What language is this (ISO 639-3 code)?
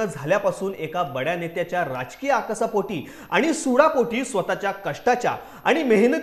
mar